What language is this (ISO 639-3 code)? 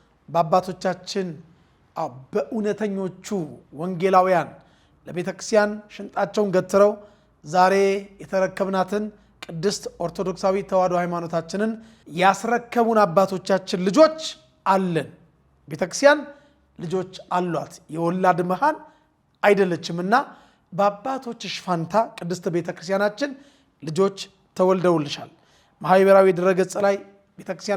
amh